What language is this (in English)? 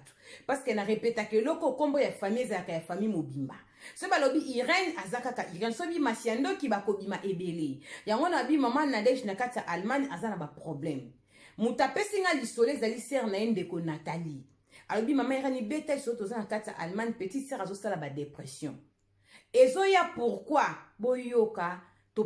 Lingala